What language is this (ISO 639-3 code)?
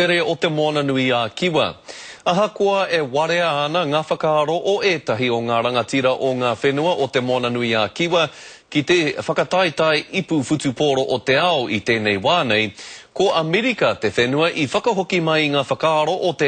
mri